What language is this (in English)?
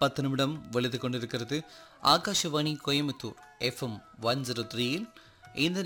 Tamil